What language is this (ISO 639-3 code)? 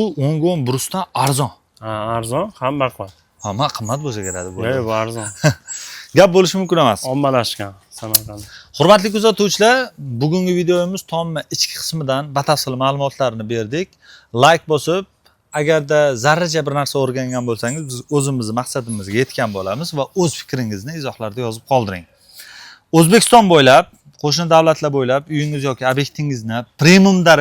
uzb